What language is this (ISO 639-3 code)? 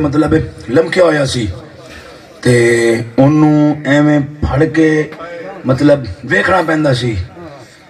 skr